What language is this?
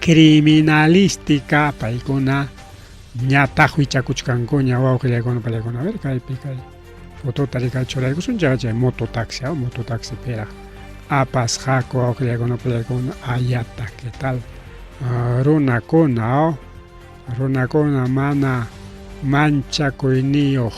Ayacucho Quechua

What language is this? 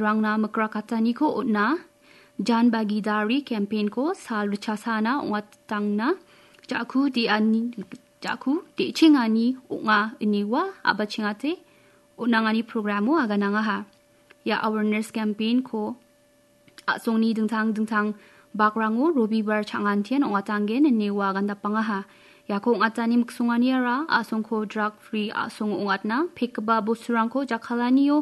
Garo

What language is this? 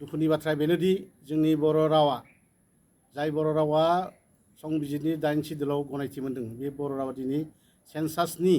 Bodo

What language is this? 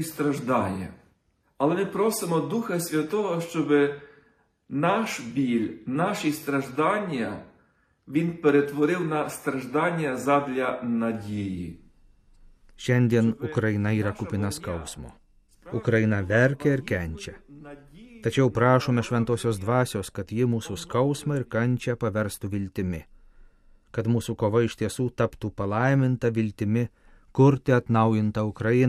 Lithuanian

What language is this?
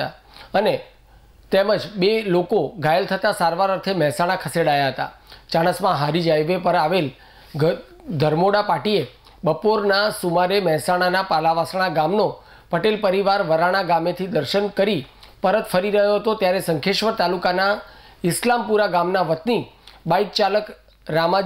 Gujarati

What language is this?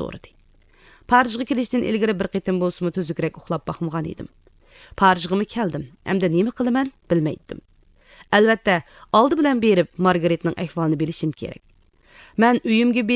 Uyghur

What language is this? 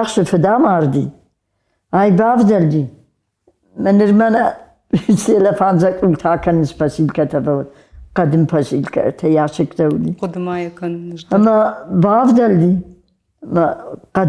Ossetic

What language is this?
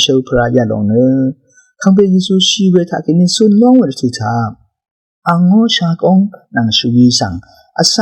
Rawang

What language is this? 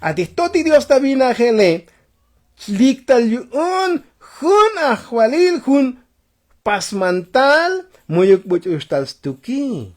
Tzotzil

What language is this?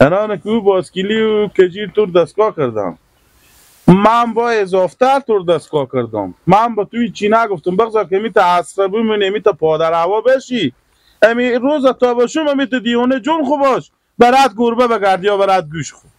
Hazaragi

